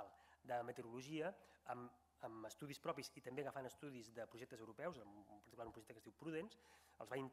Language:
Catalan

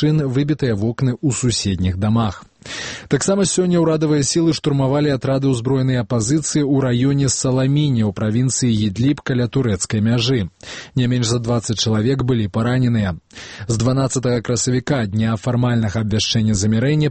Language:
Belarusian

